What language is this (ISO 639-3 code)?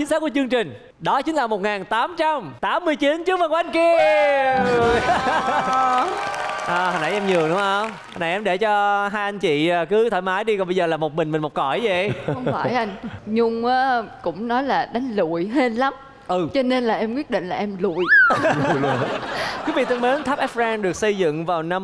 vie